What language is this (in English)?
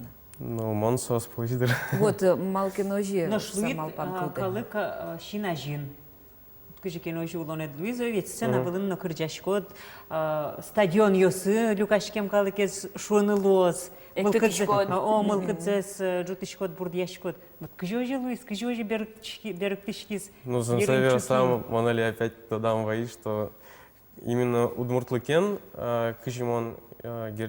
Udmurt